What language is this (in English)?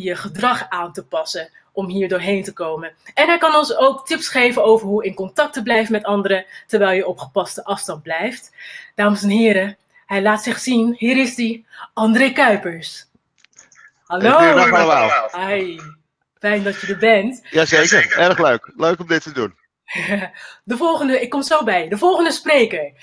Dutch